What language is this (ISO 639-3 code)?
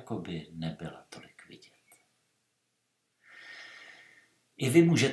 ces